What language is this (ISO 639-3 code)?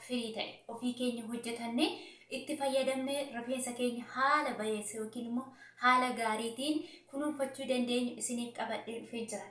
orm